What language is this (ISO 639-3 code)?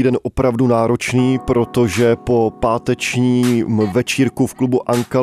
ces